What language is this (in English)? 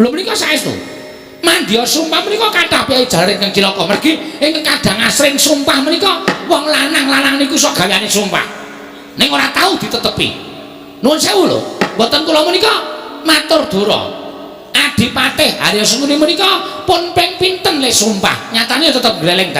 Javanese